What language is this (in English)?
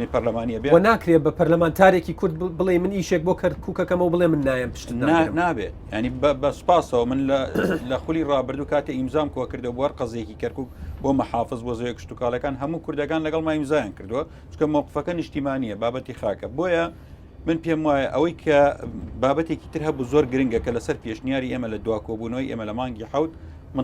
Central Kurdish